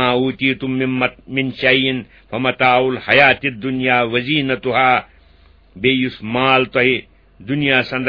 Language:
Kashmiri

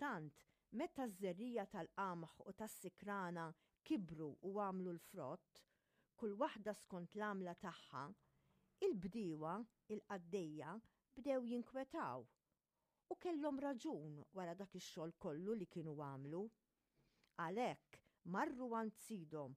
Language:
Maltese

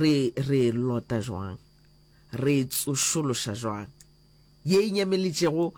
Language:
Northern Sotho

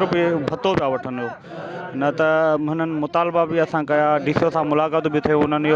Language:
Sindhi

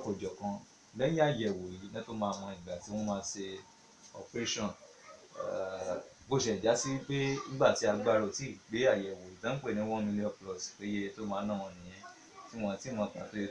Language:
Yoruba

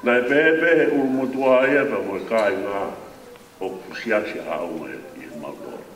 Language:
Tongan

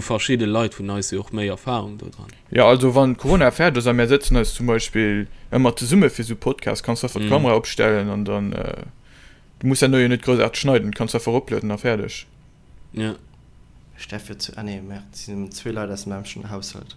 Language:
Luxembourgish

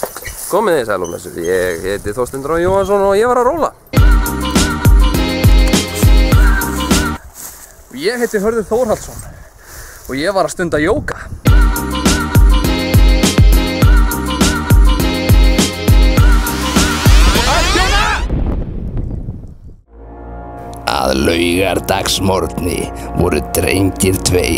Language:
Icelandic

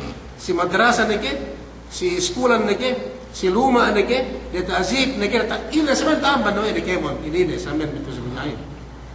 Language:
Yakan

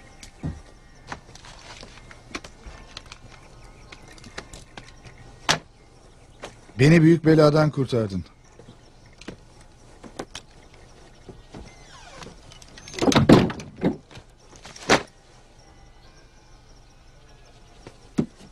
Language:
Turkish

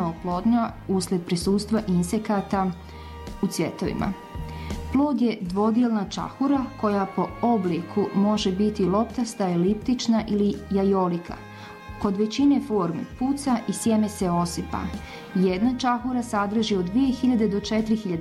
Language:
Croatian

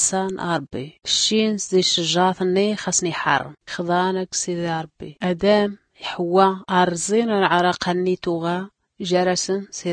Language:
Tachelhit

